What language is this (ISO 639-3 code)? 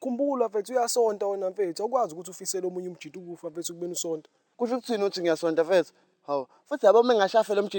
zul